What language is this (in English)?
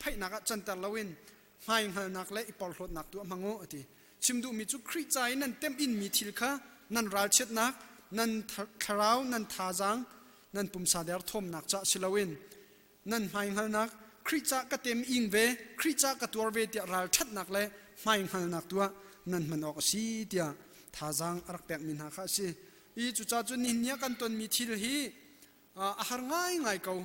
Hakha Chin